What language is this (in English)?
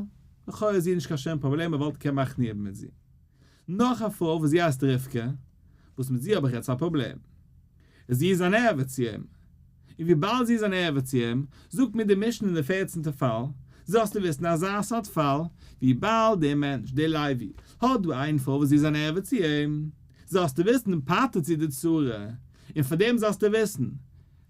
Yiddish